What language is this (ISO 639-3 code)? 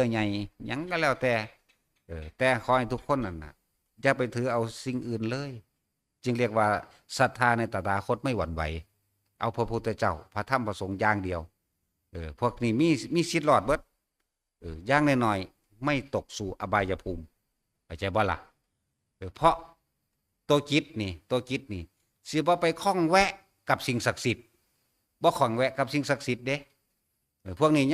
tts